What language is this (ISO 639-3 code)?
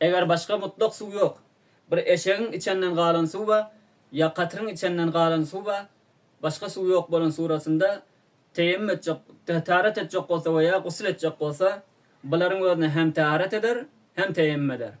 tuk